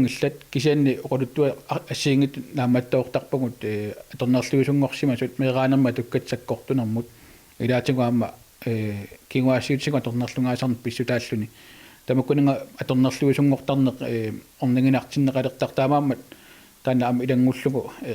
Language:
Kalaallisut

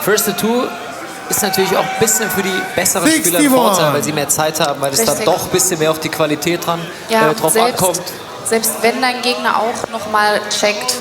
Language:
Swiss German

